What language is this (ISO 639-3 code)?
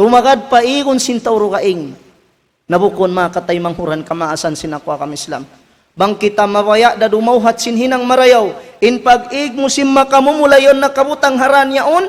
tsg